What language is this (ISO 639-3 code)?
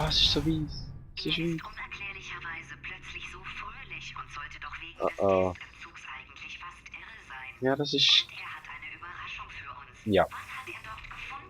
gsw